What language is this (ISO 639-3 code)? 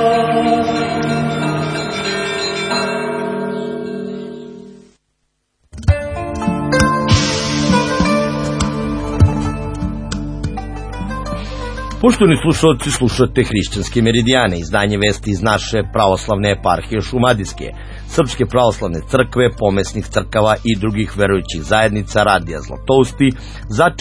srp